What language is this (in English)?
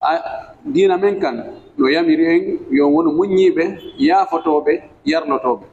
Fula